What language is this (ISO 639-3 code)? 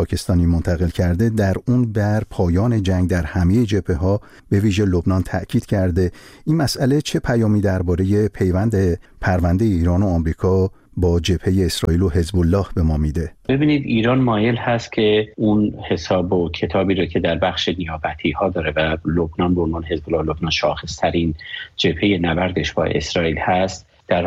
fas